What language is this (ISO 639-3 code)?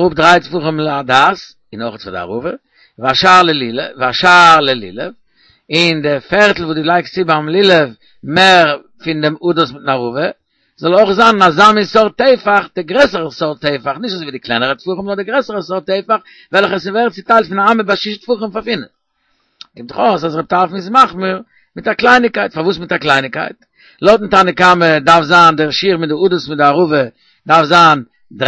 yid